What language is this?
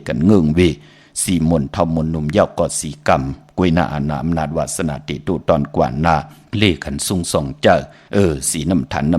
Shan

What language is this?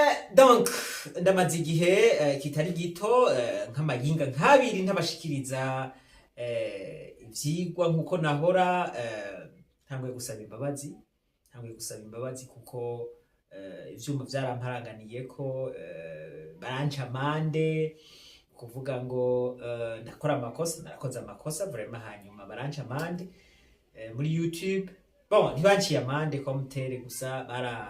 Rundi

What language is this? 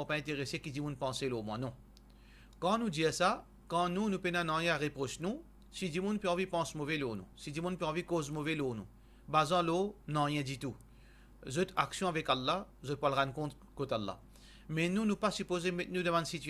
Morisyen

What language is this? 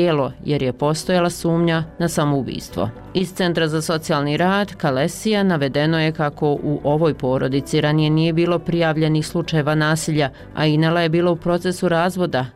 Bosnian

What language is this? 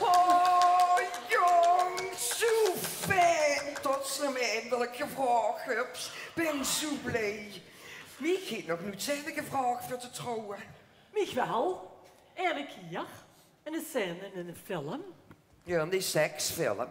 Limburgish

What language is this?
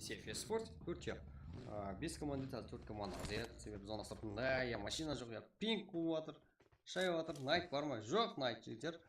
Kara-Kalpak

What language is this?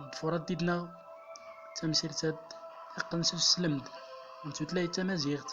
Central Atlas Tamazight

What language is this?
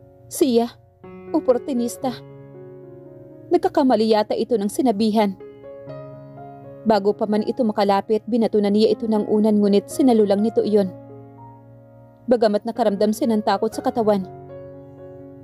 Filipino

